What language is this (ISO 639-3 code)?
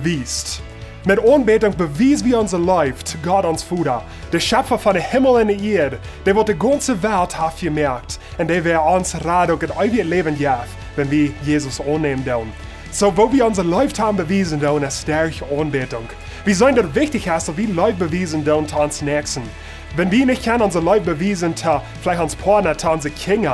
pdt